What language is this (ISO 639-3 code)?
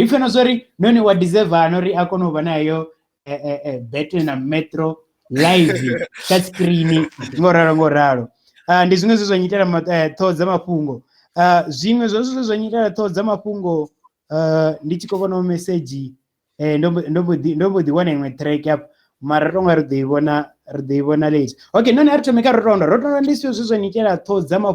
ven